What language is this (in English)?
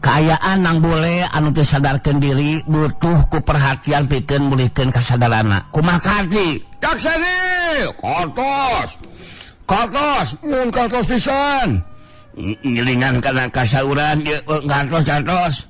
Sundanese